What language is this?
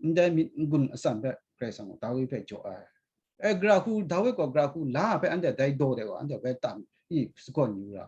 Kachin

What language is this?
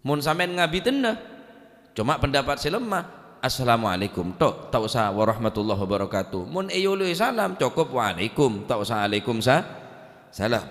Madurese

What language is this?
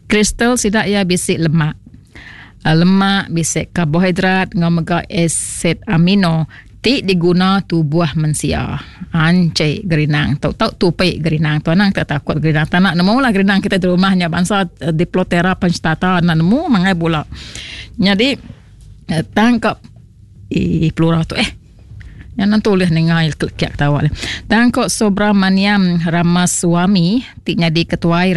Iban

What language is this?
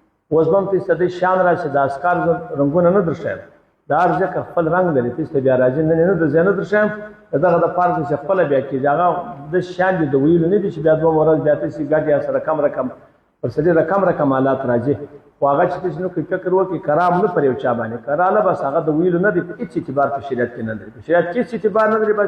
Pashto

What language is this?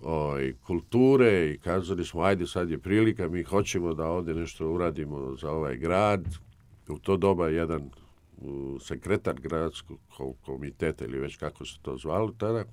Serbian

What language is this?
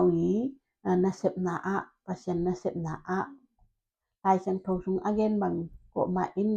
Tedim Chin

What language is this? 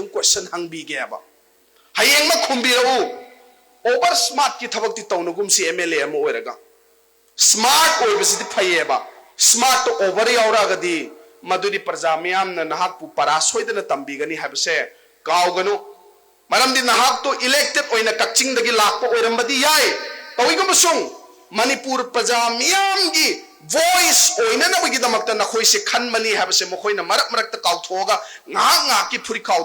Manipuri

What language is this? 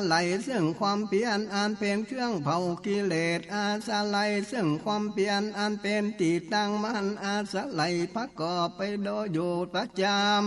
Northern Thai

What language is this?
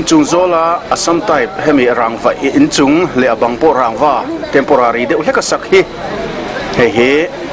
Mizo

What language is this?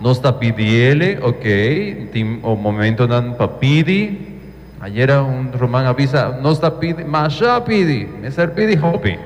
Papiamento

